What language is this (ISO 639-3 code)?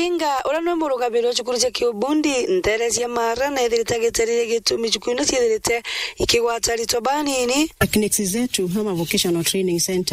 mer